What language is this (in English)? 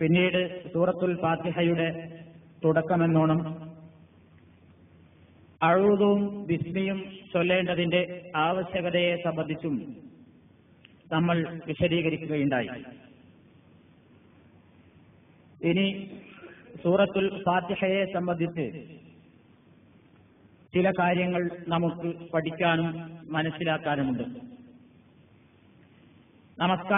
Malayalam